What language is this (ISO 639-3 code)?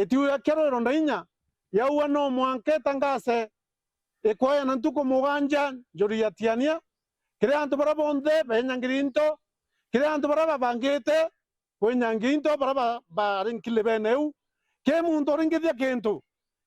mer